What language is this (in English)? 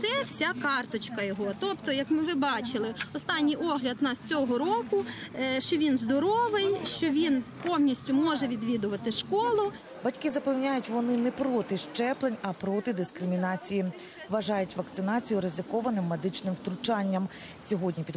Ukrainian